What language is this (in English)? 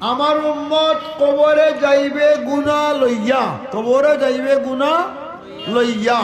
Sylheti